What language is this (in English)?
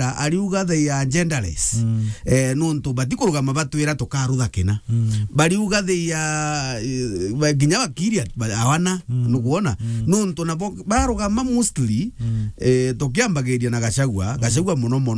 Meru